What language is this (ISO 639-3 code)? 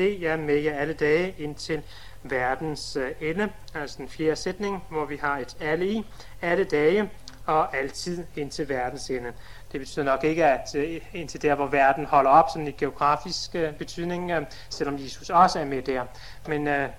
dan